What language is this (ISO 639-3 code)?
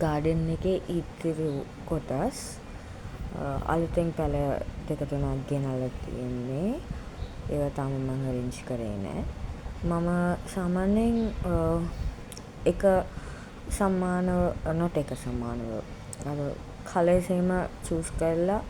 sin